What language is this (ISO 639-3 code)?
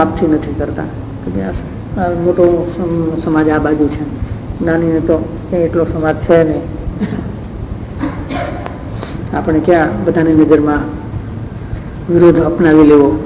guj